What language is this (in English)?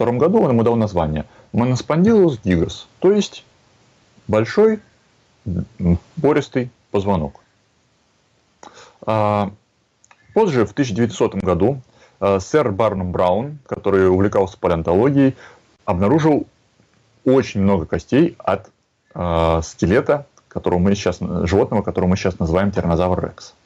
Russian